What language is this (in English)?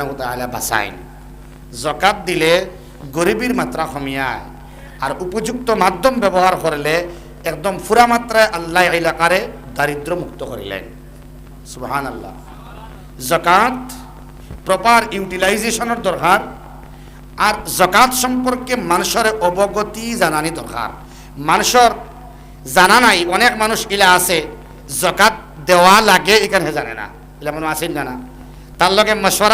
Sylheti